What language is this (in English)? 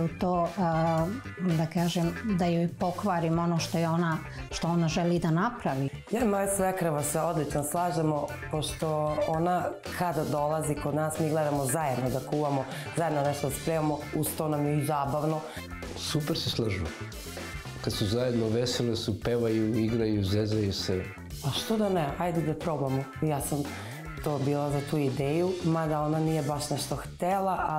Serbian